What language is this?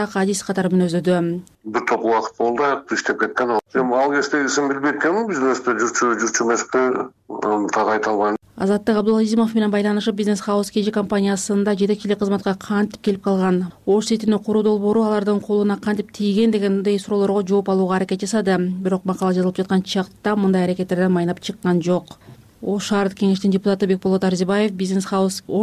Kyrgyz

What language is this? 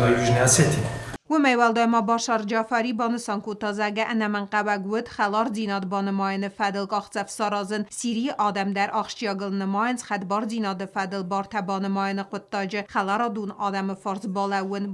Ossetic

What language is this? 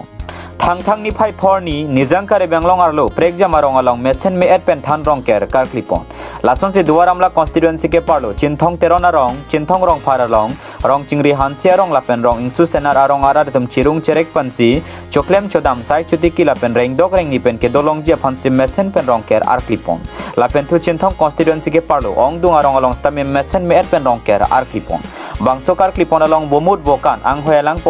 Karbi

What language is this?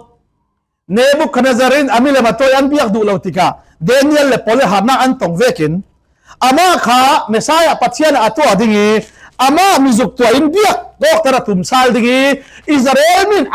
Falam Chin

